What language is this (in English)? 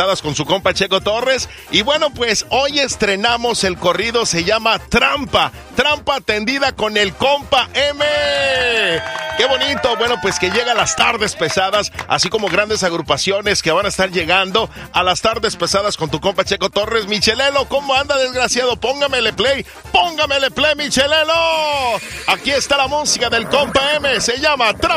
Spanish